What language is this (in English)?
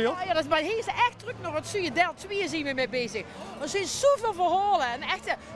Limburgish